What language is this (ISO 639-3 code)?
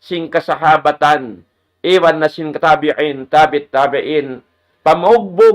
tsg